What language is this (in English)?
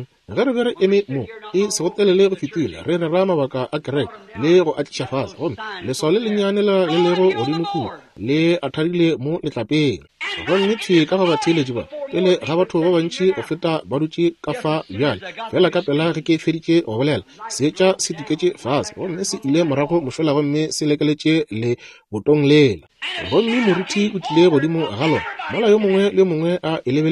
Northern Sotho